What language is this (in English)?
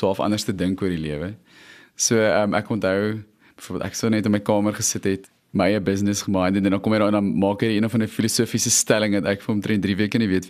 Afrikaans